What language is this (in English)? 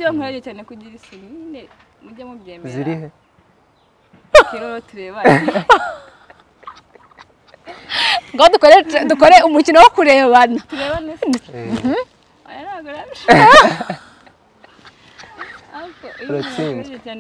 Kinyarwanda